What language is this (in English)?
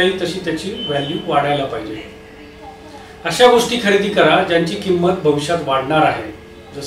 Marathi